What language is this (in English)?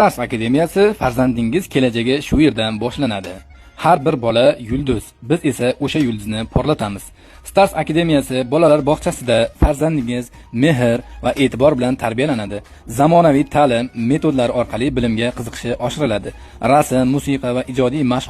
Uzbek